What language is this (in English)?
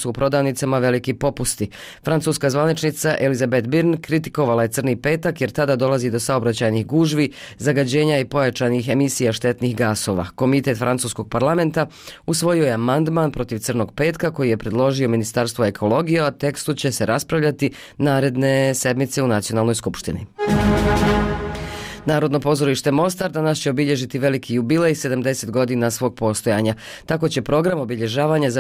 Bosnian